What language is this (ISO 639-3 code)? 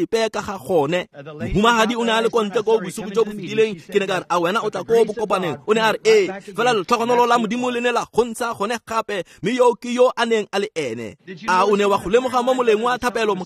tsn